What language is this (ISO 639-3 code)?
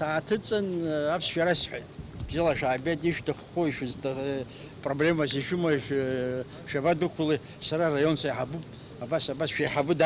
abk